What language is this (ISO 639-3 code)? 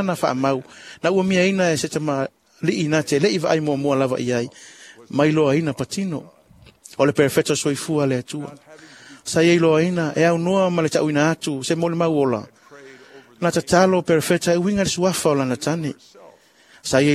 smo